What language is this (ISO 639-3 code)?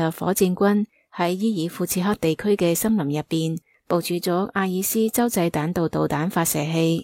yue